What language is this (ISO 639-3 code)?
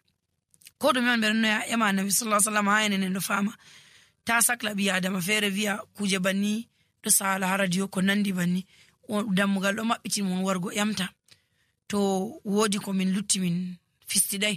fuv